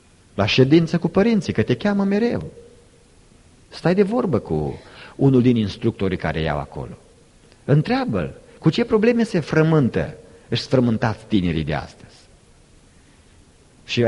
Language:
Romanian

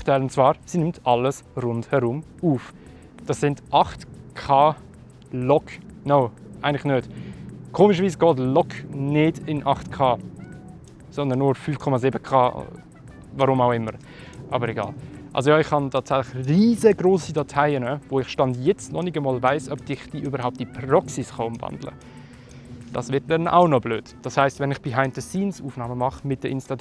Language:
Swiss German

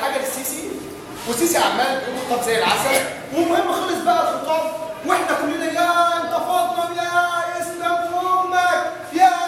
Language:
Egyptian Arabic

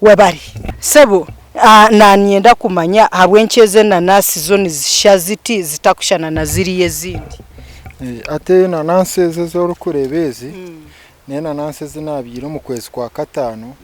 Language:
Nyankole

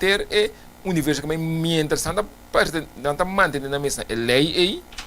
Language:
Papiamento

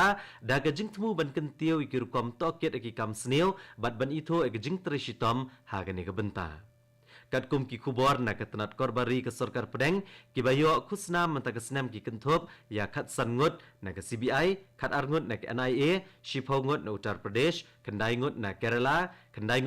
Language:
Khasi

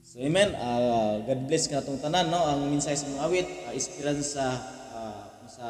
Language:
Cebuano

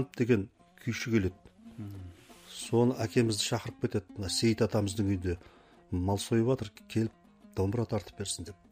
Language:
Kazakh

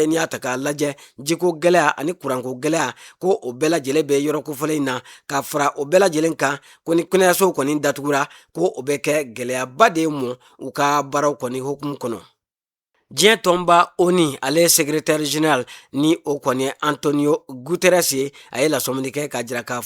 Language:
Bambara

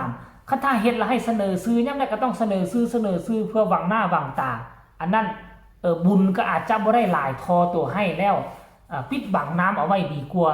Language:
Northeastern Thai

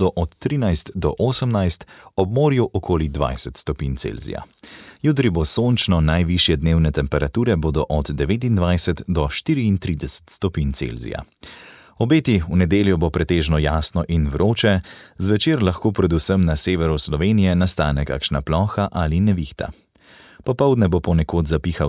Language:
Slovenian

